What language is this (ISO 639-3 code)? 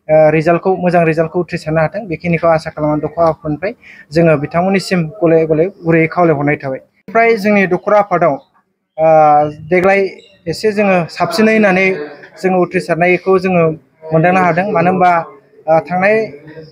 brx